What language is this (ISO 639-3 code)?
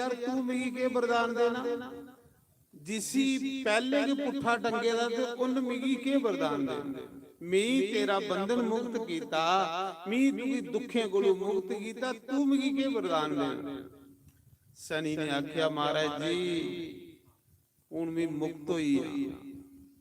doi